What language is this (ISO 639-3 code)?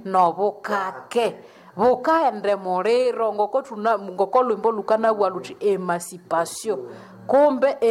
nnb